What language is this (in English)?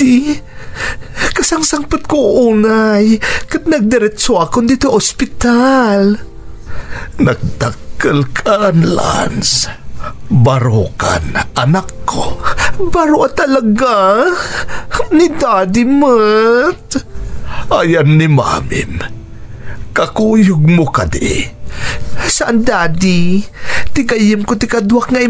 Iloko